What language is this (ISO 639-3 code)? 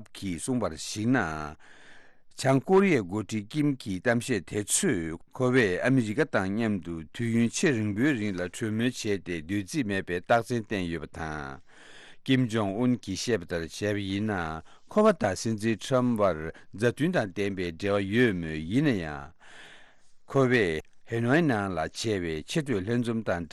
bod